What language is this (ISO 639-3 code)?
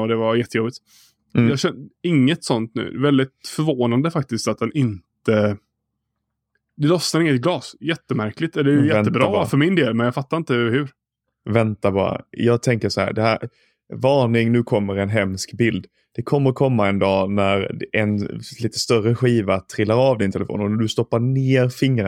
swe